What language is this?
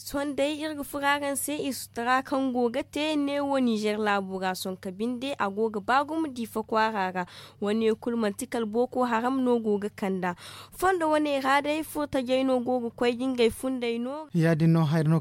Zarma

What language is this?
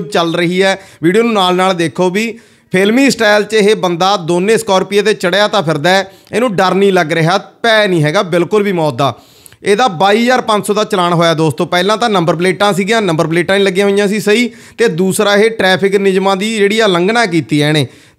Punjabi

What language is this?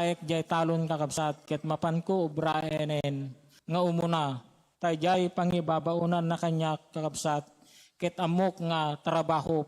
Iloko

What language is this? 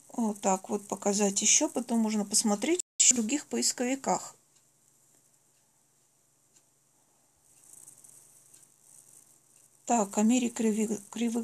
Russian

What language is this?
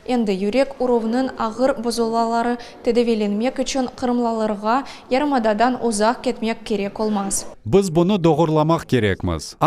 Crimean Tatar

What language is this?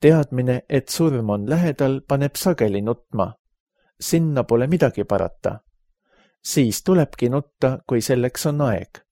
Estonian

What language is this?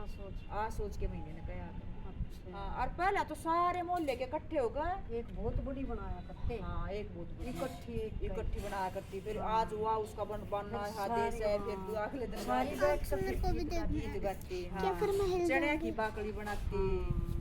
Haryanvi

